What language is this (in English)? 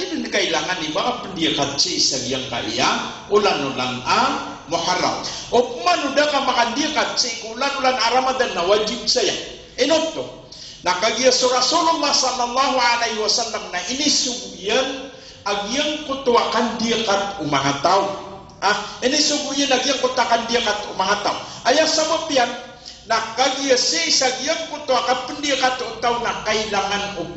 Maranao